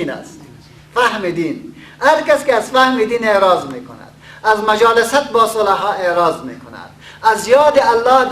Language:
Persian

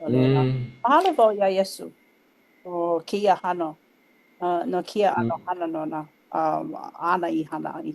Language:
Hawaiian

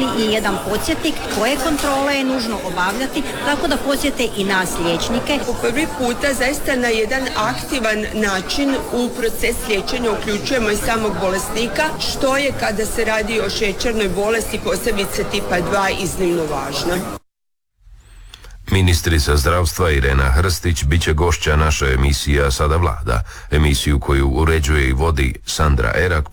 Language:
Croatian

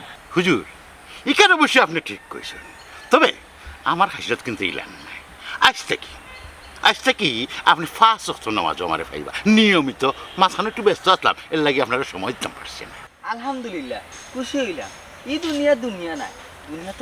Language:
Sylheti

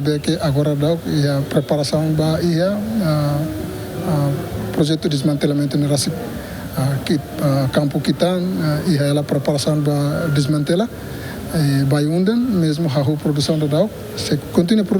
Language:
Tetum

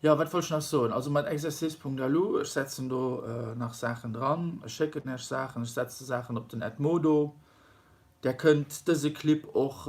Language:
Luxembourgish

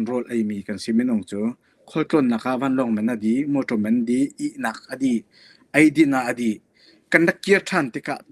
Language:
Hakha Chin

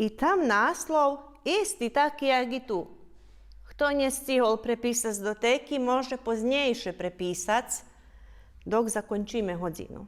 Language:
Rusyn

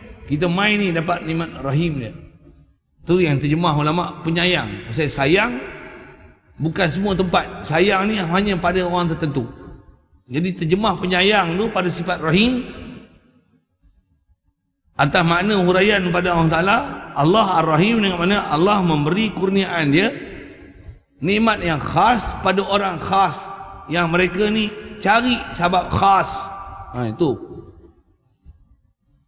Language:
Malay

